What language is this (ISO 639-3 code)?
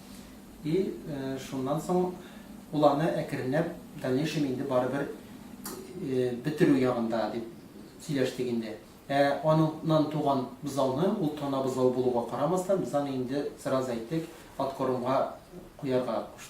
tat